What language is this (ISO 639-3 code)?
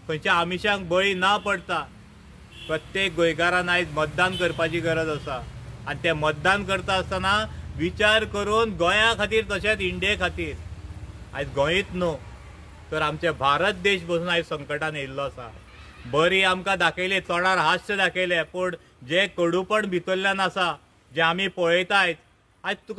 kok